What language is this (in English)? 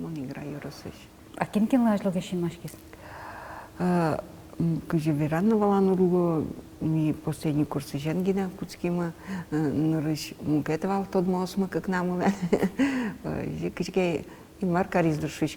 Udmurt